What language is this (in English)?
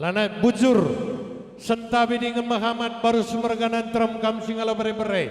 Batak Karo